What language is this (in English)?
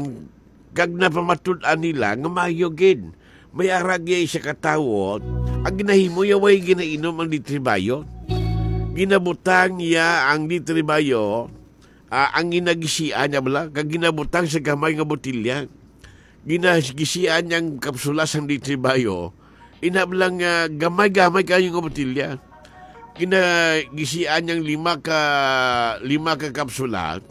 Hiligaynon